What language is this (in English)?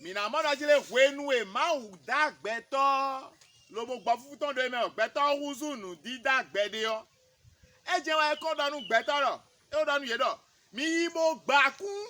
Fon